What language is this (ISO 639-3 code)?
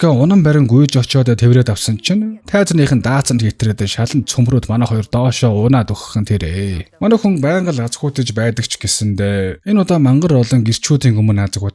mon